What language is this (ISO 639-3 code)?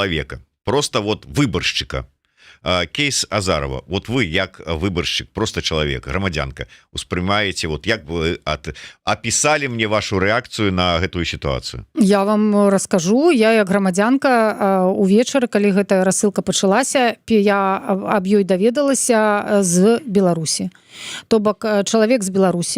bel